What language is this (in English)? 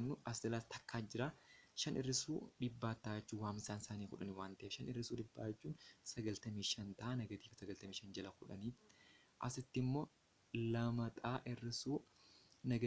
Oromo